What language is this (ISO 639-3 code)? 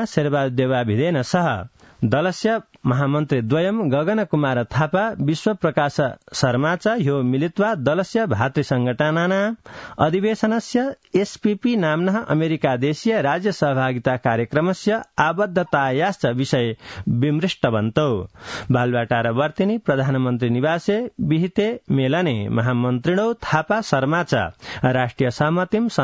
san